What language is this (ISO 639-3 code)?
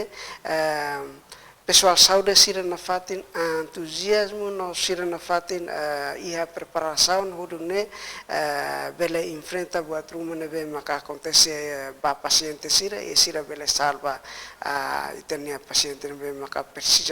tet